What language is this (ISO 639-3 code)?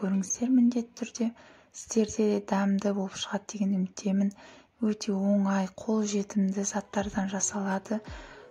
kaz